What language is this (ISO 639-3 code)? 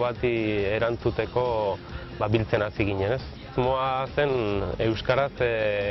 eus